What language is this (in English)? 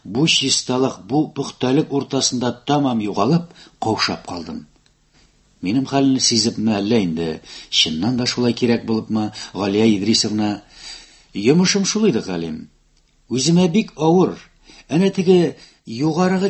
Tatar